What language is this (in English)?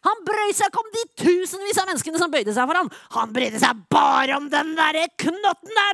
Norwegian